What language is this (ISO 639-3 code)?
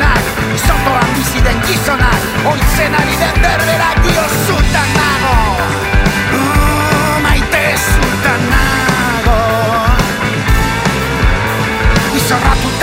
eus